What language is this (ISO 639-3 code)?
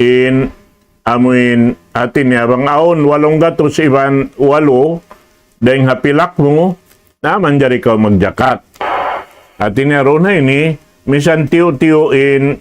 tsg